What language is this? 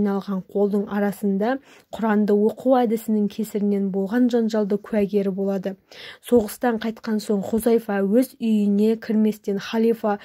Kazakh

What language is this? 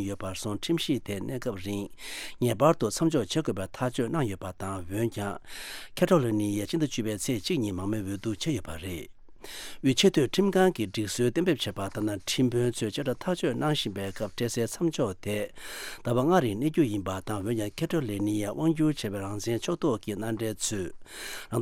Tibetan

